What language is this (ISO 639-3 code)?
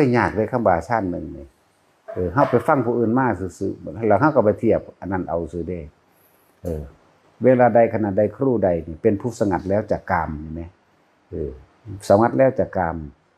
tts